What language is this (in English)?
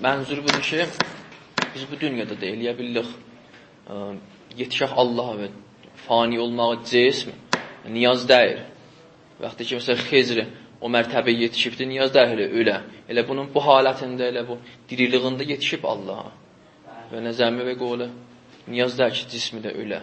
South Azerbaijani